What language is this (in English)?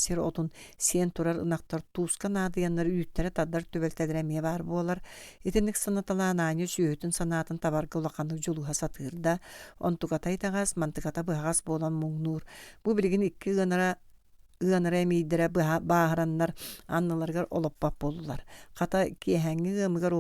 Yakut